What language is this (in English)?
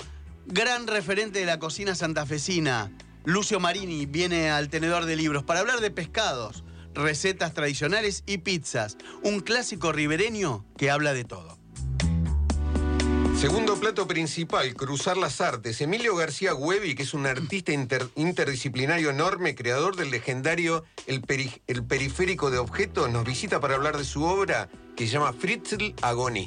Spanish